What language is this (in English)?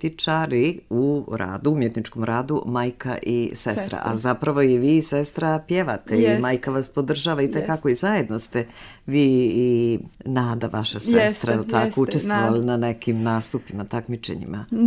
Serbian